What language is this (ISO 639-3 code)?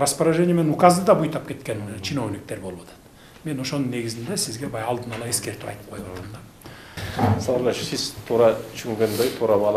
kir